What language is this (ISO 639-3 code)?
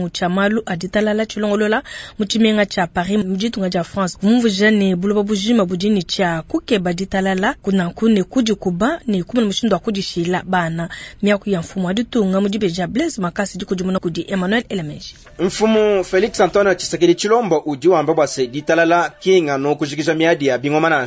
lua